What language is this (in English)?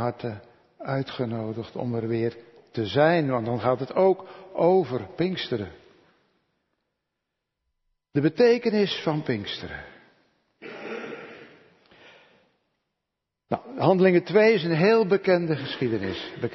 Dutch